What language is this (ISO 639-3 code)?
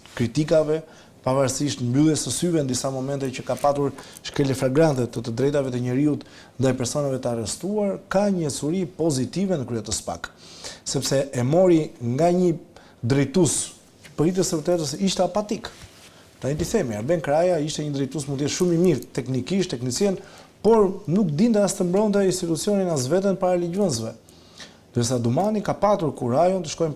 sqi